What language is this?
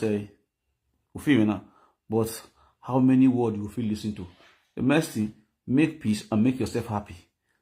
Nigerian Pidgin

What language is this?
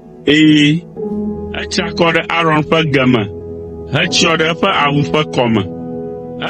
Ewe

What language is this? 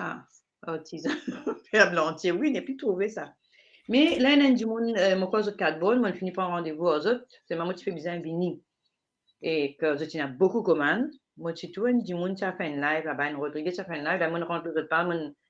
Morisyen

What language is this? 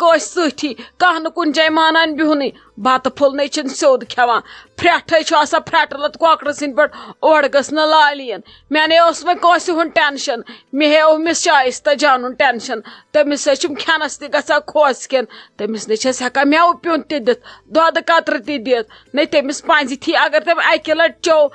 Kashmiri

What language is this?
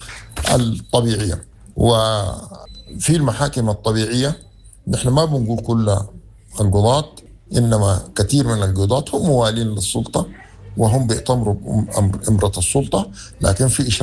Sudanese Arabic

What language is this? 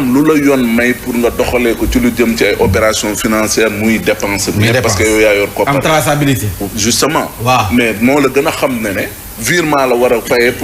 Wolof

